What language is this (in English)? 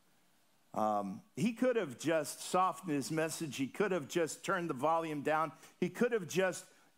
English